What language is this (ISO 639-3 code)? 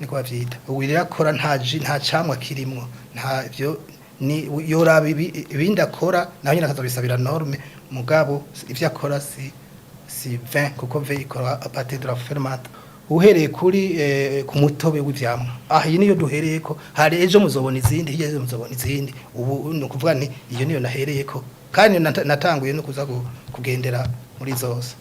run